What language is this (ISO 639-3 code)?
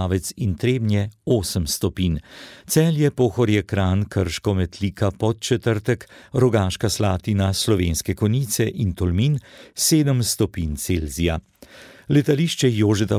slv